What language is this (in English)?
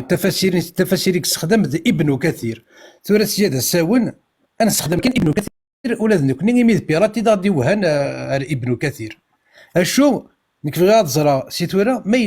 Kabyle